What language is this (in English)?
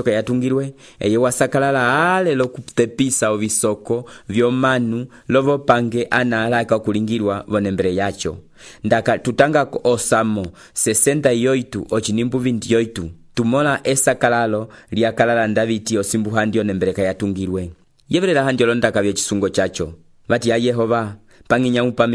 Umbundu